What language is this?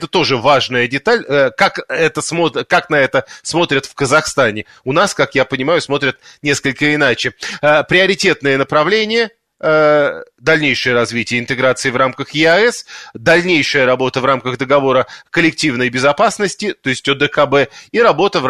Russian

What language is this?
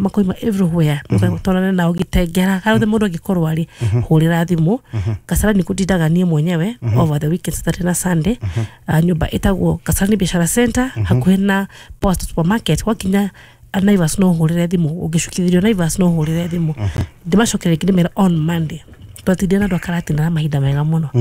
Kikuyu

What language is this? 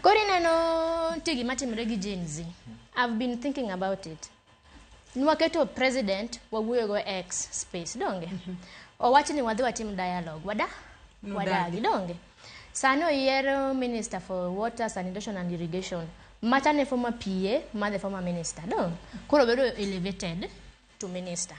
Luo (Kenya and Tanzania)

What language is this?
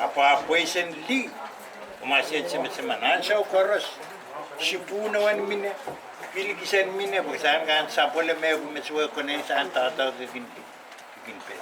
Pohnpeian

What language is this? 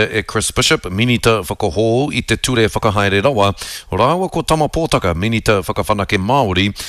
Māori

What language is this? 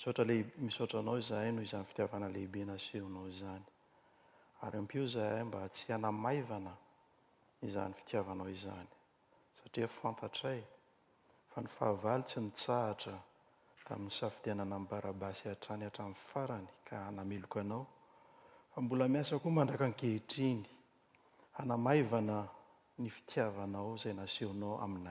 Malagasy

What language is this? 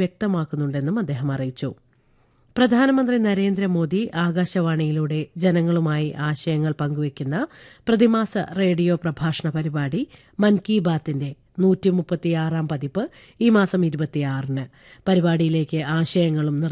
Malayalam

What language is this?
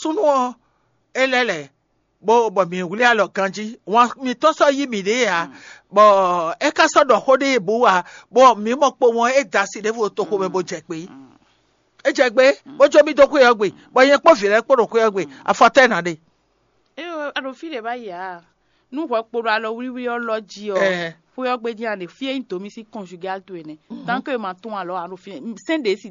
Fon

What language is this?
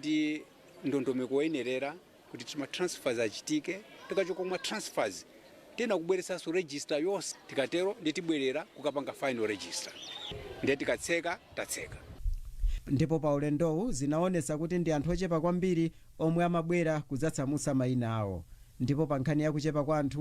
Nyanja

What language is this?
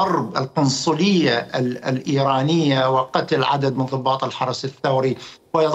Mesopotamian Arabic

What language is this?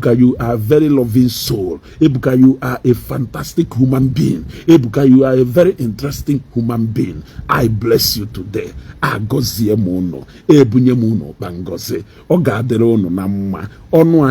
Igbo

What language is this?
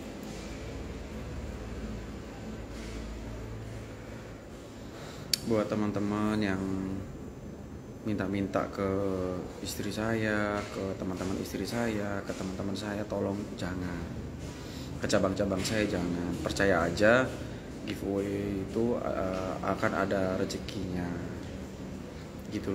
Indonesian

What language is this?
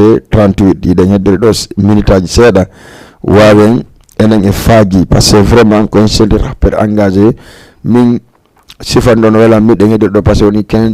Fula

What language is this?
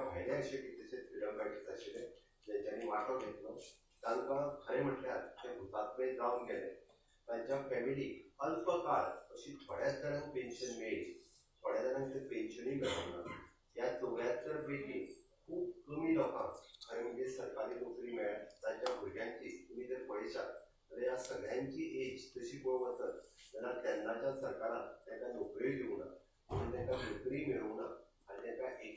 Konkani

